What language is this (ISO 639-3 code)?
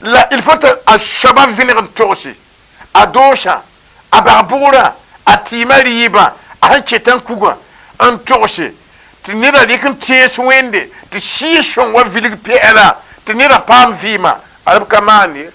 mos